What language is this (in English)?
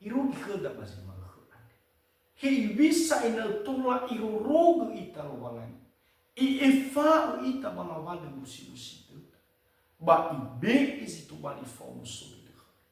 Nias